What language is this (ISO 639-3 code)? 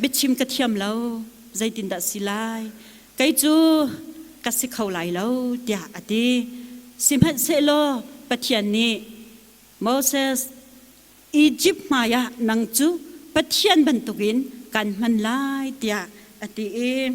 cnh